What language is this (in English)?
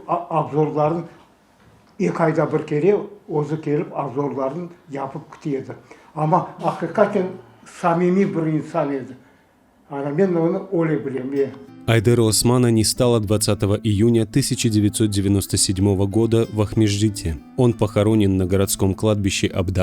Crimean Tatar